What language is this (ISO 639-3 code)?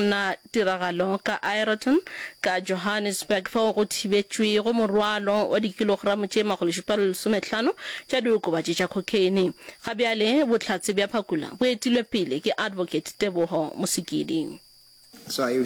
nso